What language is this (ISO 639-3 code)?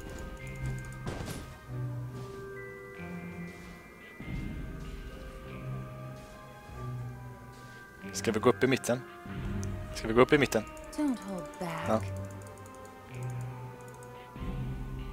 swe